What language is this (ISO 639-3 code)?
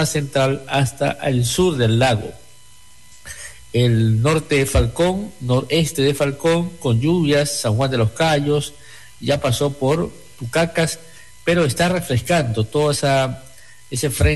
spa